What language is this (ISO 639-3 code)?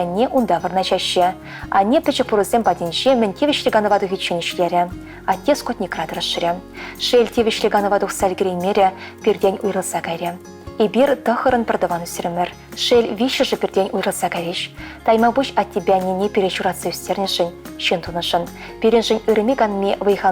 chv